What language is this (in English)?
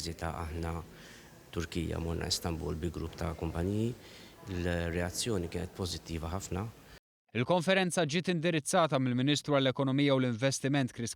Maltese